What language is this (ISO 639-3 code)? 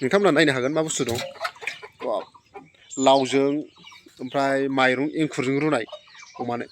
brx